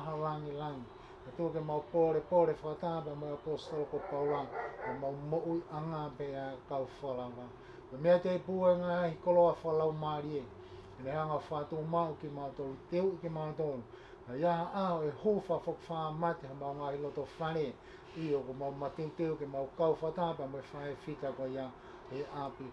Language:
Tongan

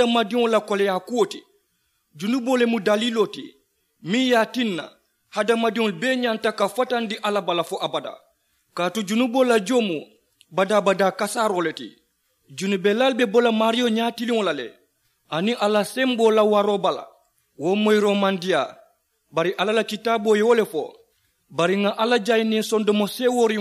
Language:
Mandingo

